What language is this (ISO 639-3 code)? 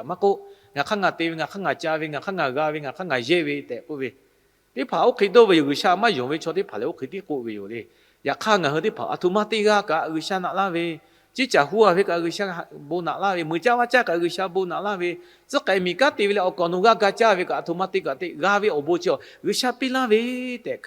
lhu